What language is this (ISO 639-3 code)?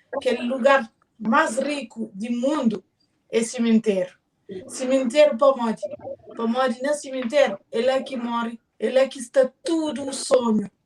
kea